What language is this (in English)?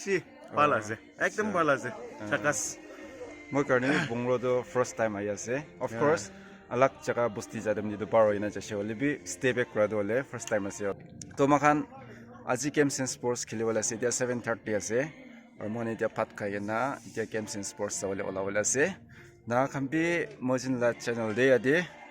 Naga Pidgin